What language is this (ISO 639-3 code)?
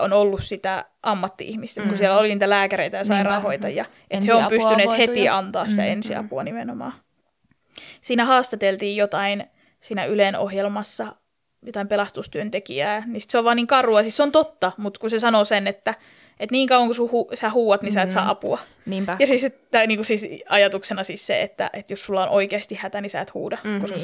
fin